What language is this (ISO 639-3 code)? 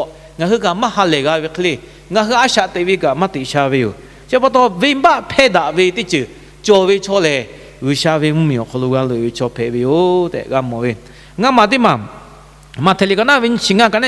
lhu